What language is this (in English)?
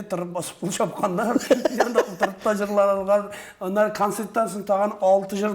Tatar